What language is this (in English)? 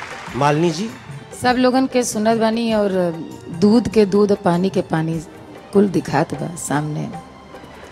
Bhojpuri